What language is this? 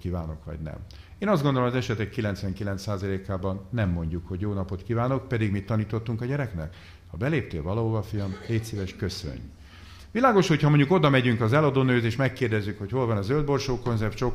Hungarian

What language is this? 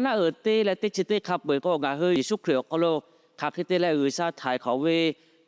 Lahu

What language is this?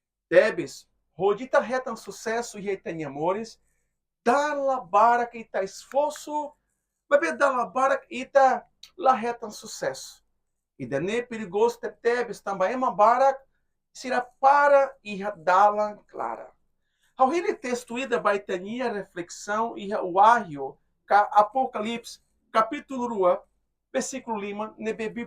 Tetum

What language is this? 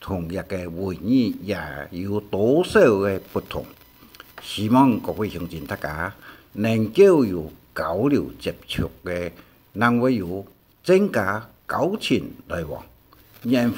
Hakka Chinese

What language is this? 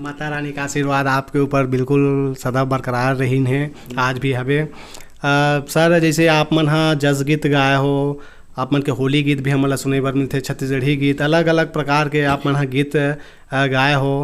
Chhattisgarhi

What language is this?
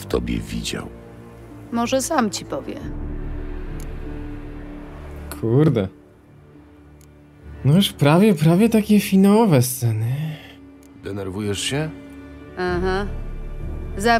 Polish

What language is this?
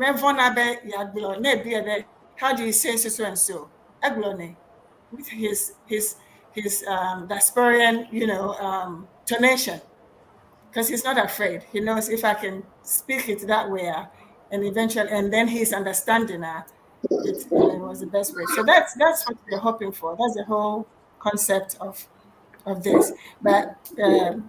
Ewe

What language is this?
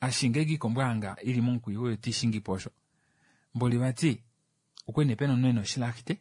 Kuanyama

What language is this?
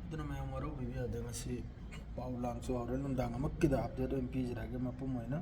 Manipuri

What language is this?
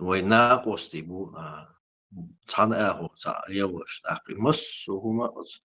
Chechen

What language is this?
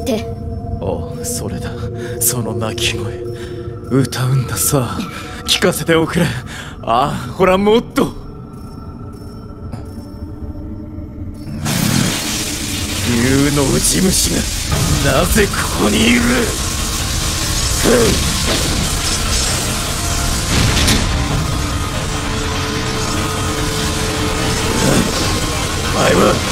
Japanese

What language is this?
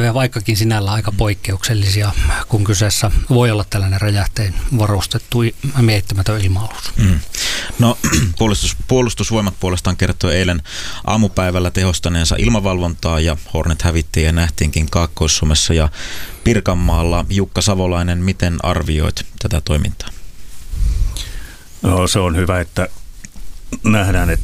Finnish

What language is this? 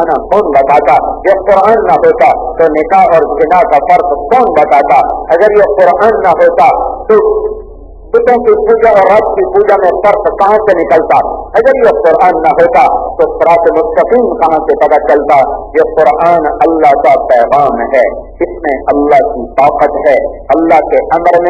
Urdu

